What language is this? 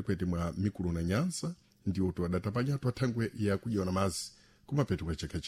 Sena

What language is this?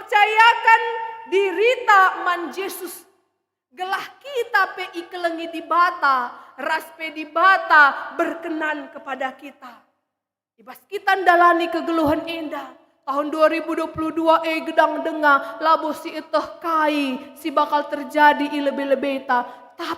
Batak Karo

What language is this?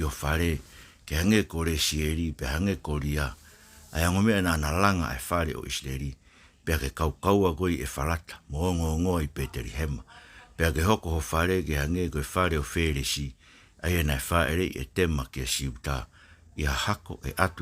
Tongan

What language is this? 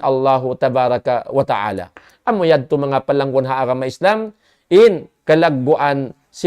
Tausug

